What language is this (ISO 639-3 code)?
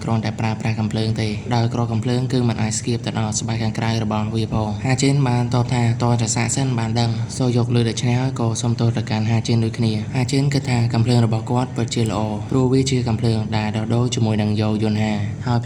khm